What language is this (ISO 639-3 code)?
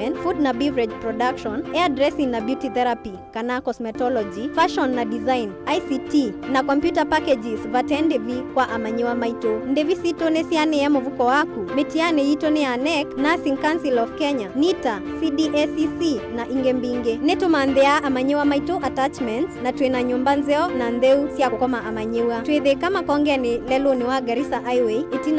kam